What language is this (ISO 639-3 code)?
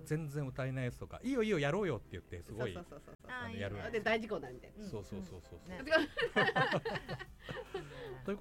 jpn